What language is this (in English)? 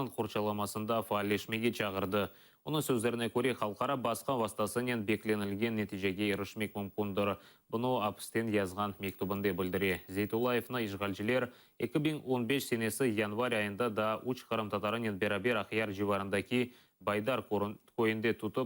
Crimean Tatar